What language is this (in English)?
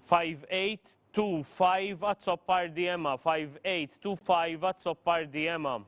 English